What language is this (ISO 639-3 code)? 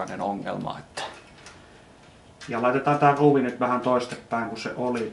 fin